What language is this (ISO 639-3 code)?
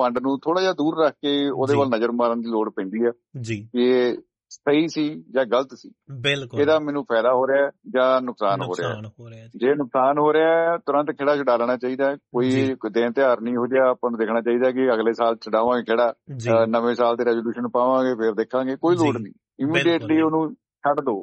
pan